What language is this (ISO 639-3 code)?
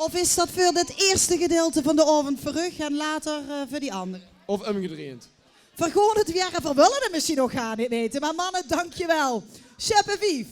lim